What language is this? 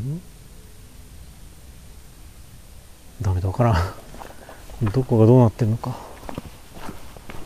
Japanese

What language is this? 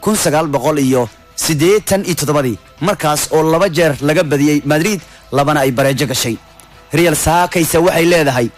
Somali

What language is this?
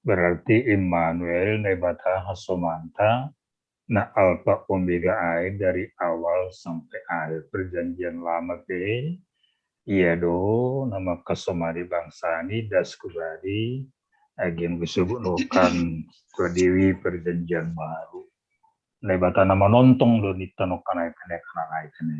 Batak Simalungun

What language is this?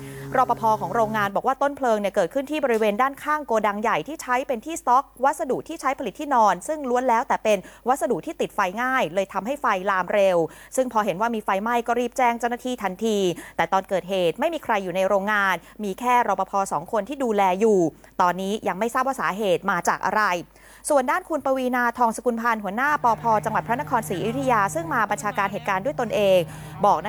Thai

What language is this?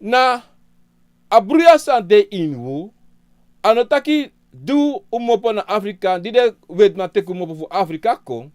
Sranan Tongo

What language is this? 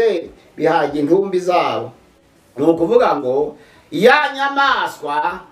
Kinyarwanda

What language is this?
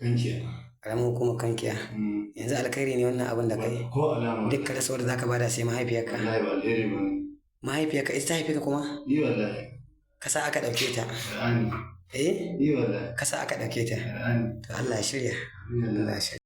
Hausa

